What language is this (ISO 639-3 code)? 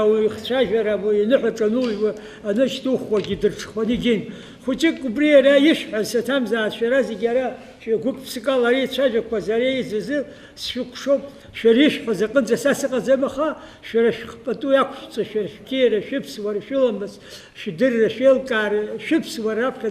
abk